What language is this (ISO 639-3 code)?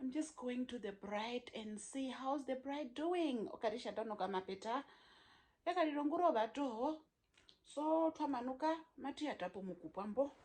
her